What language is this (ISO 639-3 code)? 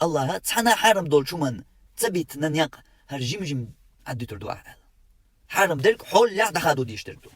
che